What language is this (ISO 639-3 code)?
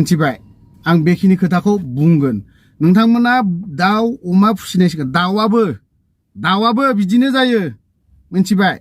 brx